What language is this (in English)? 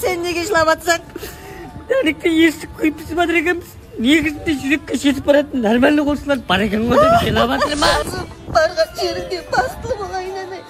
Kara-Kalpak